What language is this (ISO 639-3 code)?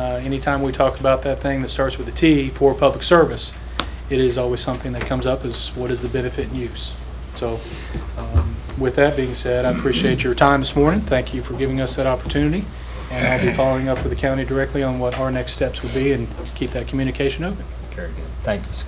eng